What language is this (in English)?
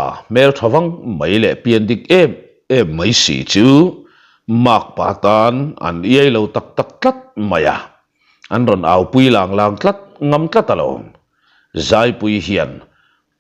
Mizo